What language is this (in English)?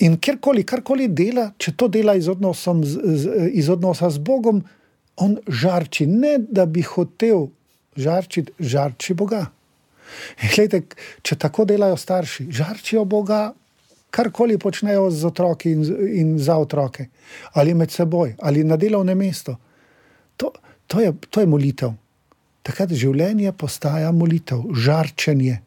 Slovenian